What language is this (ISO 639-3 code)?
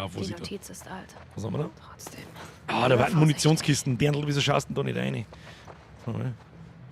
bar